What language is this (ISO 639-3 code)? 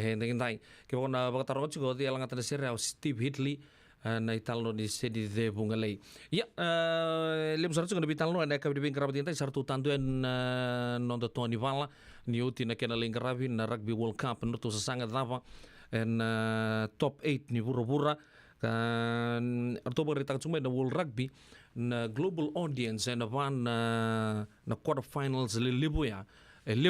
fij